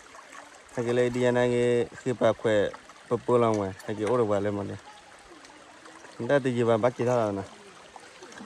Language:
S'gaw Karen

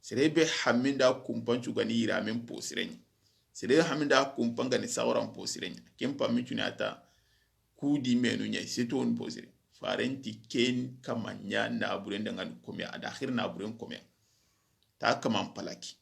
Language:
Soninke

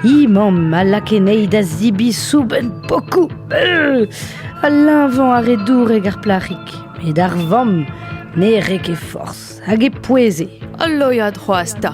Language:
Breton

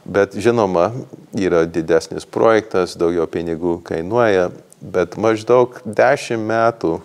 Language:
Lithuanian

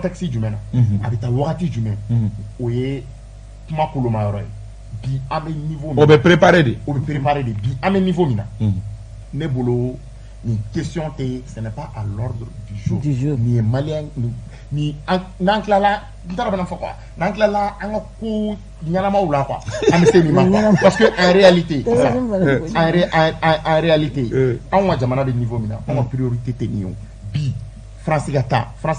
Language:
Bambara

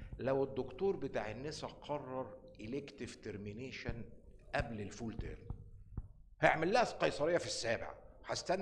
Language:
Egyptian Arabic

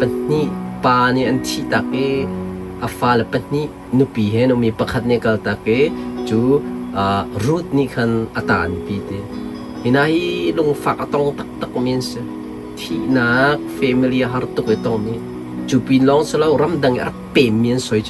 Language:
Hakha Chin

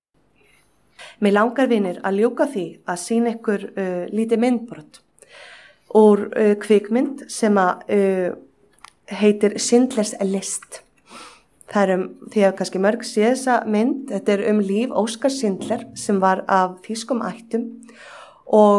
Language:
Icelandic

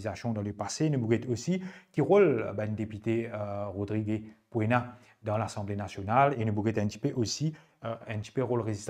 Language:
Morisyen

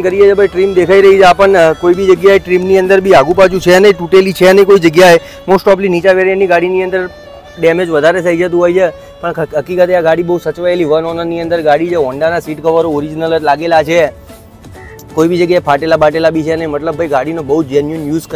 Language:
Gujarati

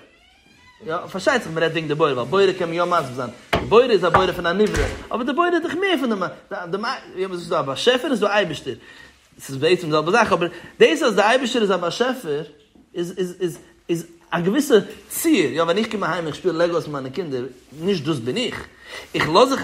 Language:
Yiddish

